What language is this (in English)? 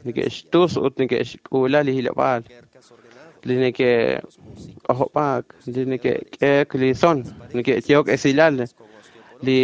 Kekchí